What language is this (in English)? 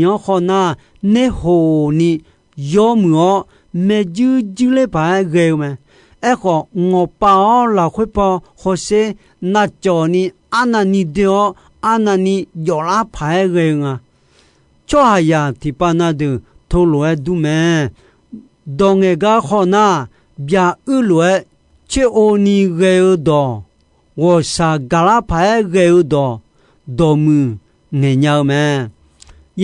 Akha